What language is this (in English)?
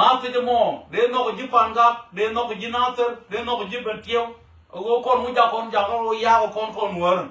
Nuer